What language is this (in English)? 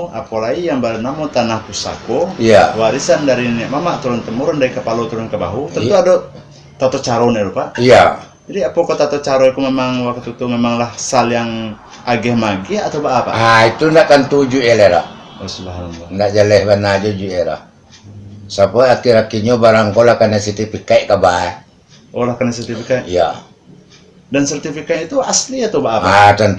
Minangkabau